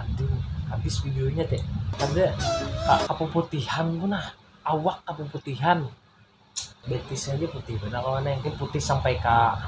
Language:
Banjar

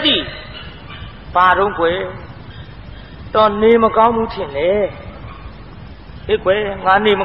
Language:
Burmese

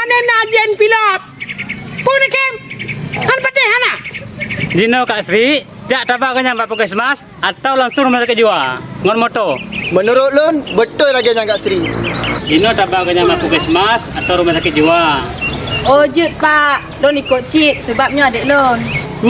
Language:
Achinese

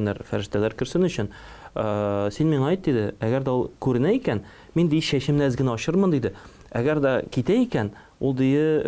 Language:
Tatar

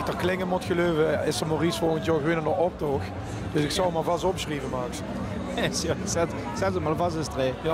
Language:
Limburgish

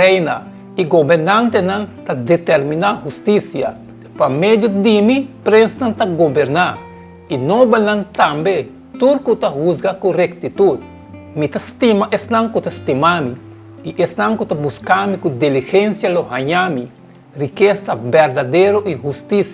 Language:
Papiamento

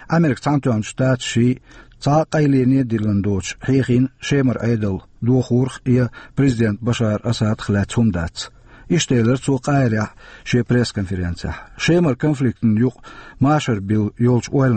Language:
Chechen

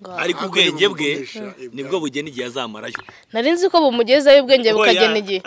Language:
Kinyarwanda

